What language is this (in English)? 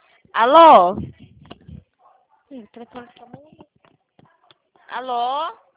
Portuguese